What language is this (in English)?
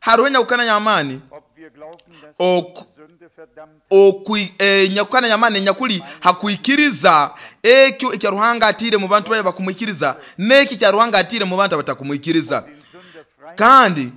Nyoro